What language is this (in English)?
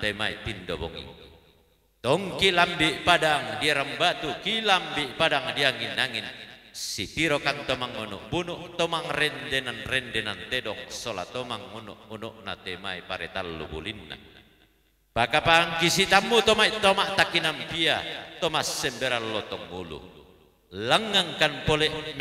Toraja-Sa'dan